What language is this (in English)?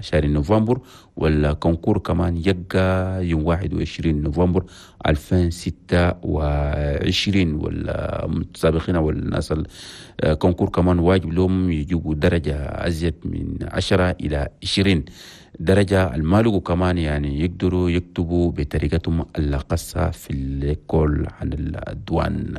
Chadian Arabic